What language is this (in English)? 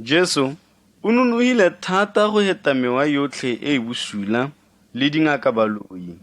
Tswana